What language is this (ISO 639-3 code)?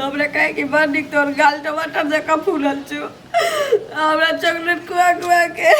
mai